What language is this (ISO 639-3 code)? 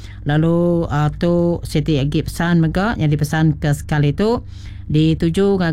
iba